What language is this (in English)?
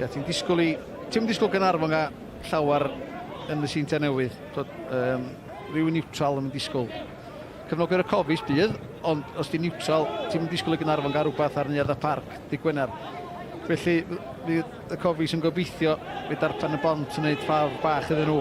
Welsh